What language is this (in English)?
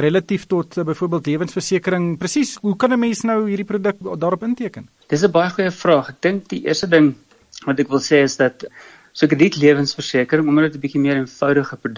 Afrikaans